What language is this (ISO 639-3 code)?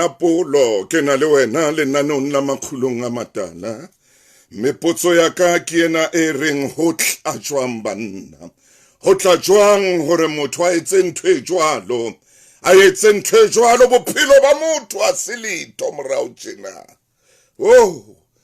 sot